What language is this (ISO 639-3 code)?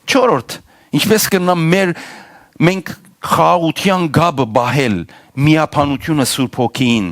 hyw